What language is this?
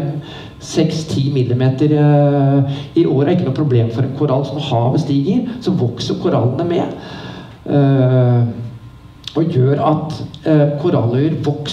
Norwegian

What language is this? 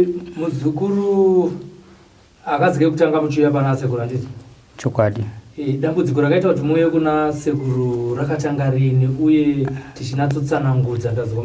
Shona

